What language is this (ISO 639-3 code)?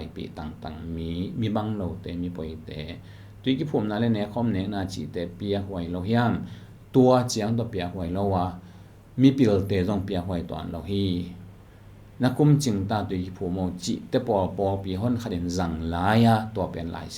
ctd